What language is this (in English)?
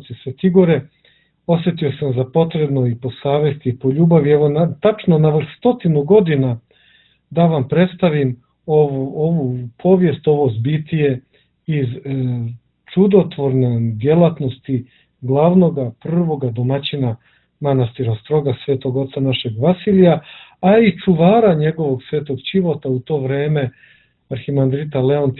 Serbian